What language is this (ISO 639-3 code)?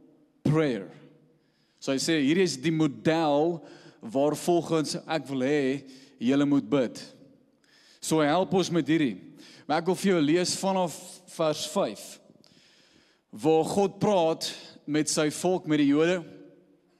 afr